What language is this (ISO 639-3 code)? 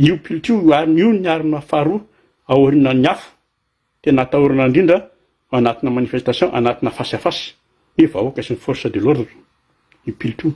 mlg